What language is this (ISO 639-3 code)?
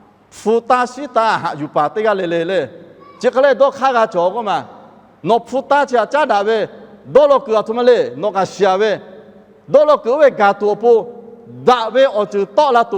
lhu